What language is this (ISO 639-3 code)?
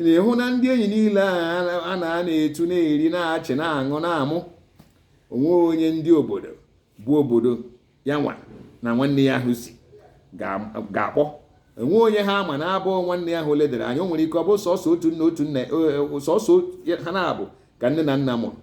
ibo